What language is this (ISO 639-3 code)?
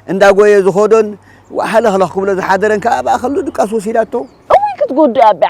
tir